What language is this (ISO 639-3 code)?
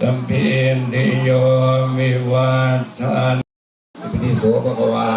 tts